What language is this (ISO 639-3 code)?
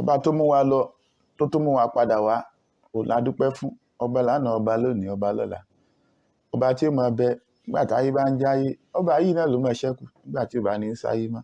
yor